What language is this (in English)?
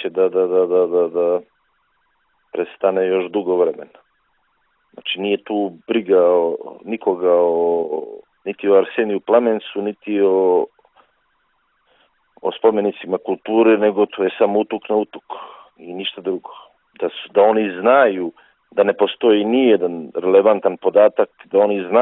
Serbian